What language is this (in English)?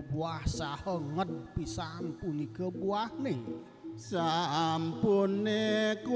Balinese